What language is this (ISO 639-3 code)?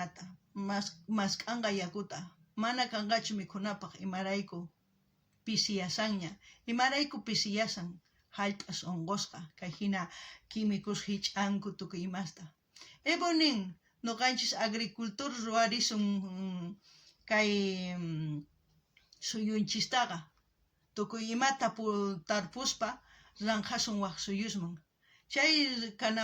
quh